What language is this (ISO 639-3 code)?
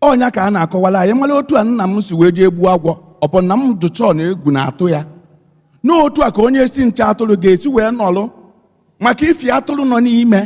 ibo